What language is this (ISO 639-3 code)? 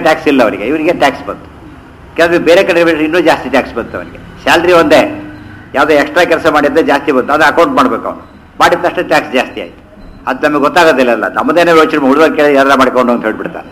kan